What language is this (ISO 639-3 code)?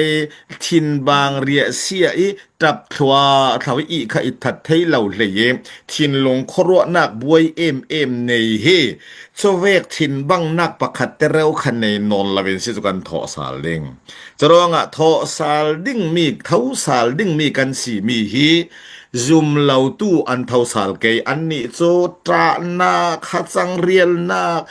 cfm